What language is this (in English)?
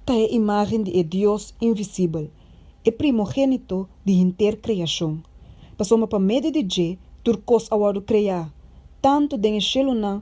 Papiamento